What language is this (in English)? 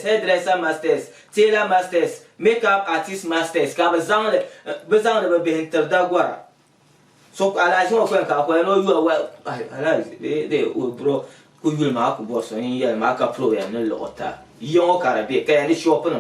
Dagbani